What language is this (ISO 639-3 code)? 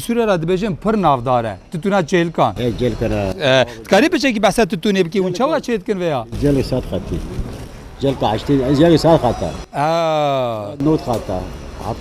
kur